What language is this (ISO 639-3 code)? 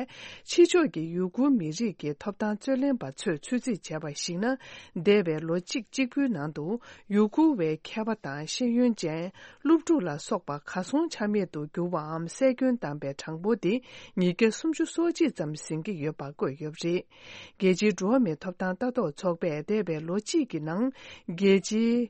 bod